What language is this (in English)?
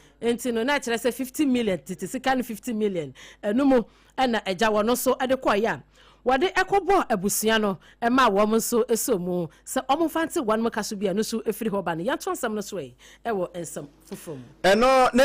Akan